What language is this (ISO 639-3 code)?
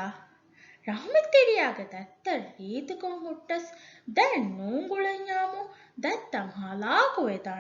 div